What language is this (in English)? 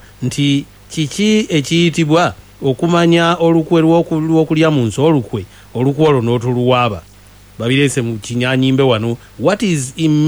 Ganda